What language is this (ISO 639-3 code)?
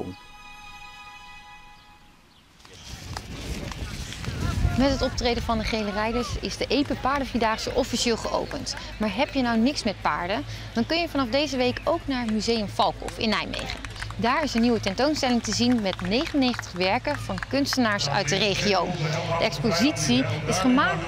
nld